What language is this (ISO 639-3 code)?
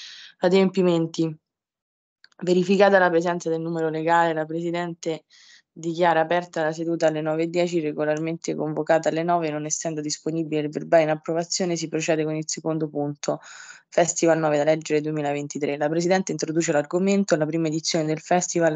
ita